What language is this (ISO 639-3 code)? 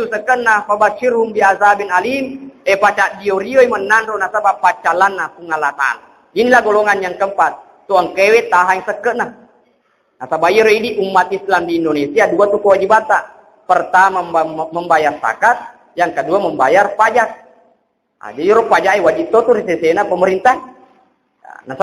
bug